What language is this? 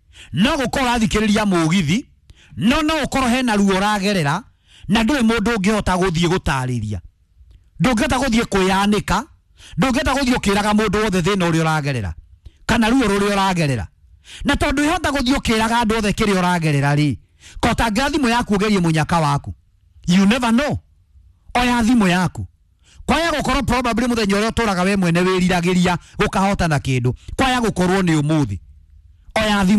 Kikuyu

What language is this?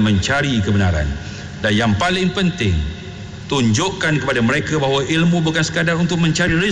Malay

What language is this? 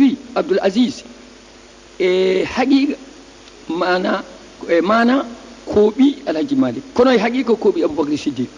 Fula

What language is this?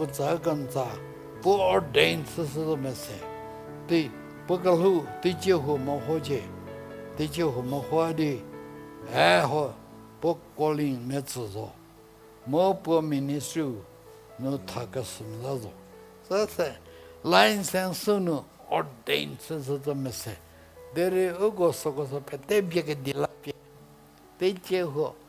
Angami Naga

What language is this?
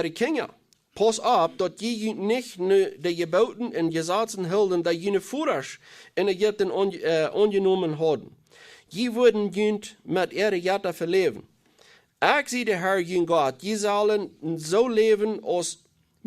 Plautdietsch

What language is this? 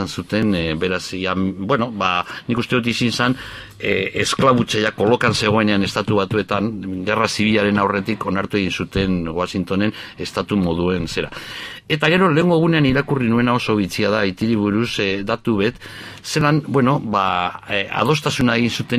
Basque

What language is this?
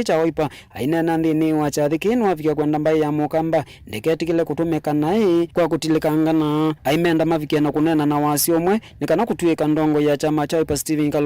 Kamba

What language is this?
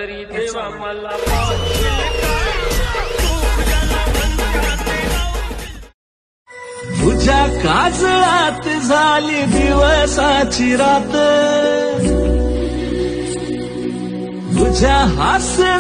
Marathi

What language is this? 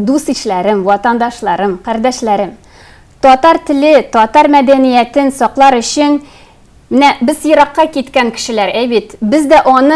Tatar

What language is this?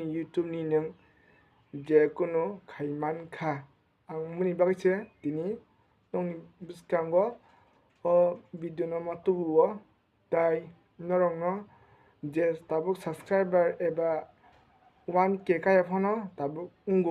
Kok Borok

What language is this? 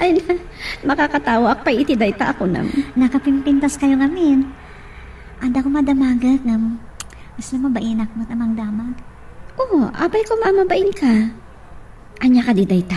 Iloko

